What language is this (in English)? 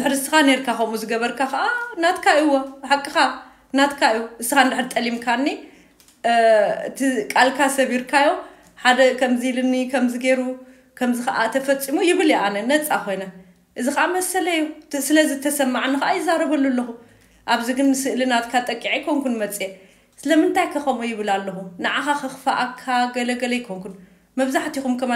Tigrinya